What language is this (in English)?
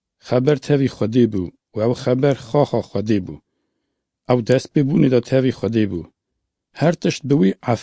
Kurdish